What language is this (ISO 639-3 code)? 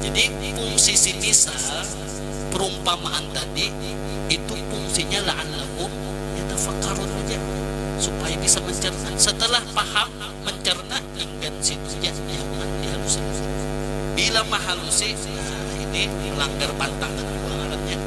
bjn